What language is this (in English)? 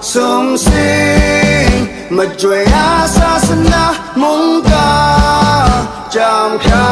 Kachin